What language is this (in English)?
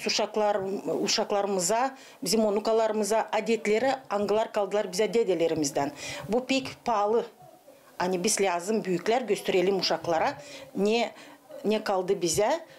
Gagauz